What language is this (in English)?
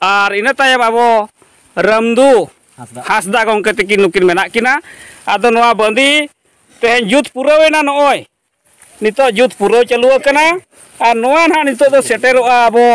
Santali